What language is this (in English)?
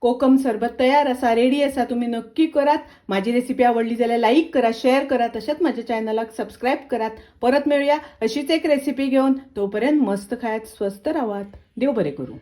Konkani